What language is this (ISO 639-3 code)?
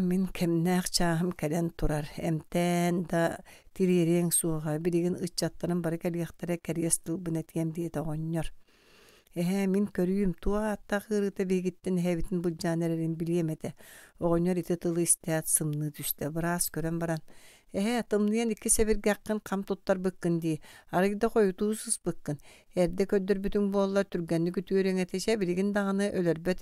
sah